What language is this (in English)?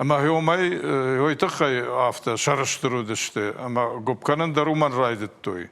Ossetic